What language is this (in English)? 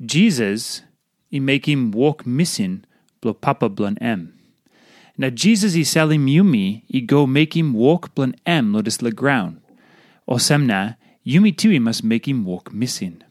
Tok Pisin